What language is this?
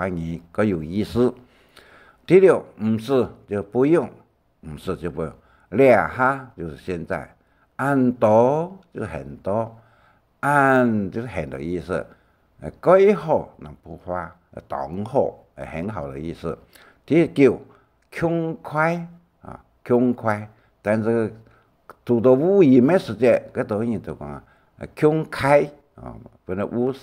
Hakka Chinese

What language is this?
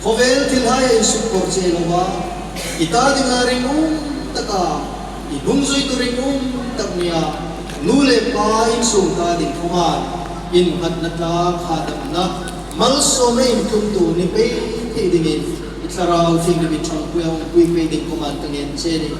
Hmar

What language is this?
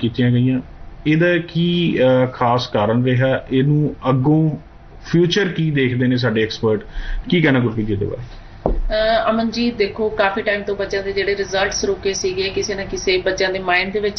Punjabi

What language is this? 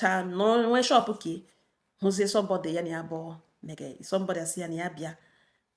Igbo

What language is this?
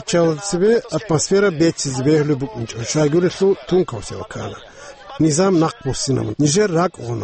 Avaric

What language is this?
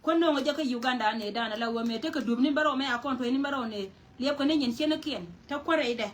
Nuer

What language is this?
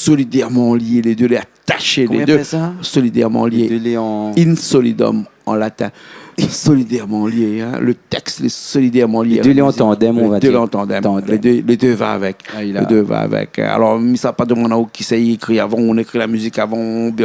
Réunion Creole French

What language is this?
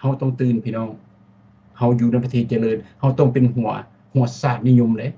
Lao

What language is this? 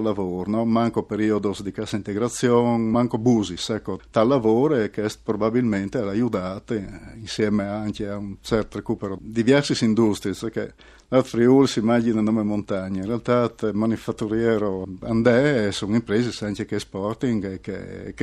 Friulian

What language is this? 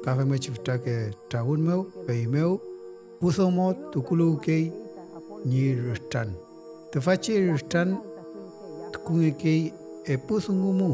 Mapuche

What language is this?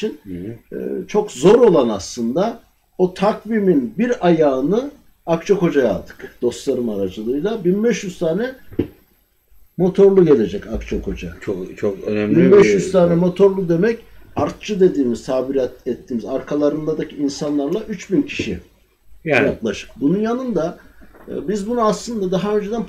Turkish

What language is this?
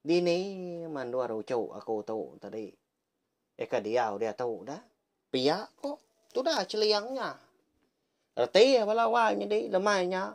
Iban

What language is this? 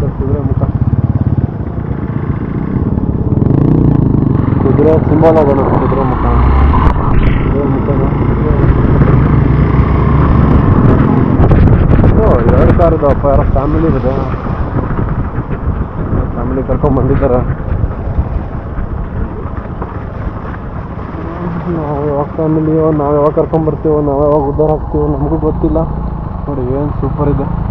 Kannada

